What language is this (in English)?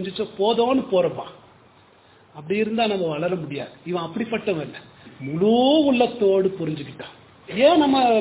Tamil